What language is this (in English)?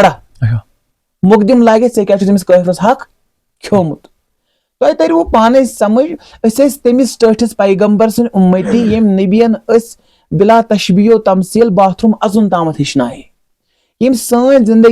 Kashmiri